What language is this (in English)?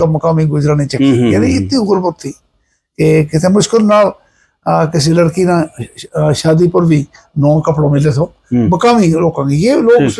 Gujari